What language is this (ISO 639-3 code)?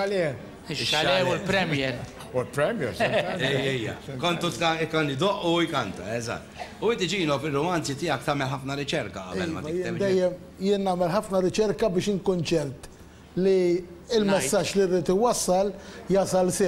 mlt